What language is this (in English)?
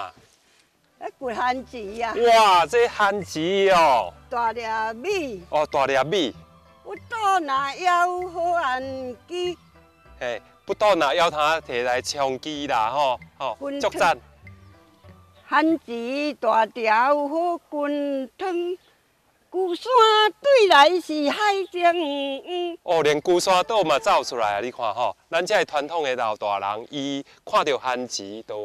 Min Nan Chinese